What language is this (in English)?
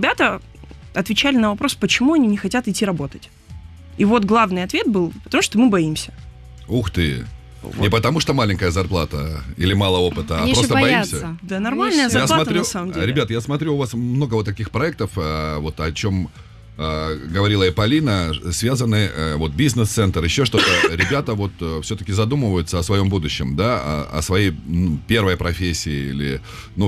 Russian